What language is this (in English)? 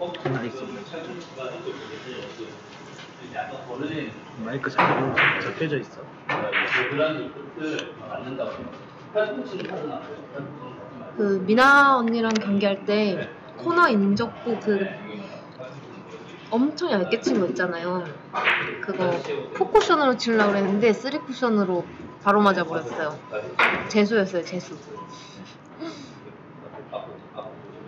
Korean